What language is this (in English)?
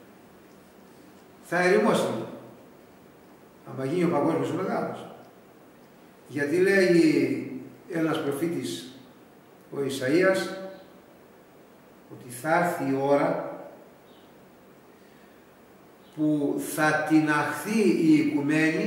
Greek